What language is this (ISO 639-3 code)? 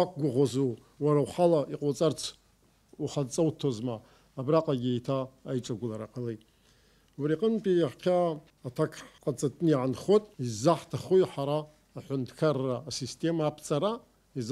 abk